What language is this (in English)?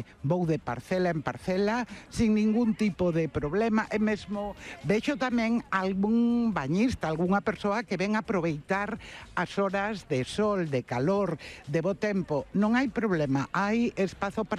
Galician